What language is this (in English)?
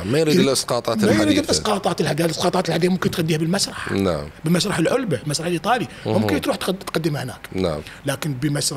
Mesopotamian Arabic